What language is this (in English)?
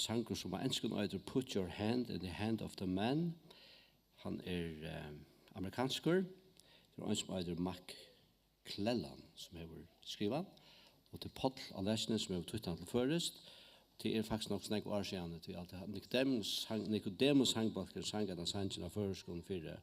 Faroese